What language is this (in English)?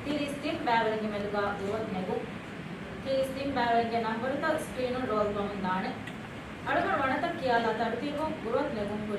Divehi